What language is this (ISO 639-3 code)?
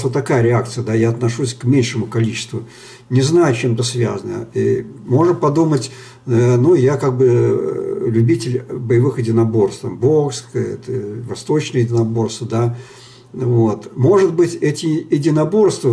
rus